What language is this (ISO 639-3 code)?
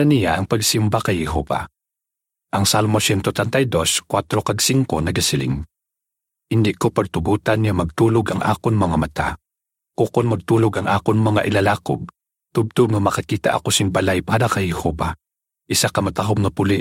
hil